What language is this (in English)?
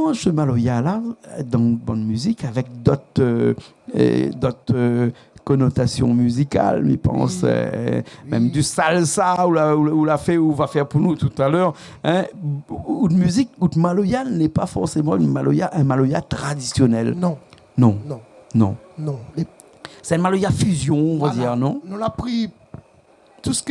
Réunion Creole French